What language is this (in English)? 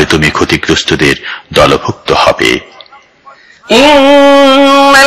Bangla